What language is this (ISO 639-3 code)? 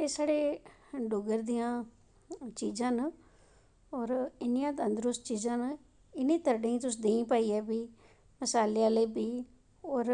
doi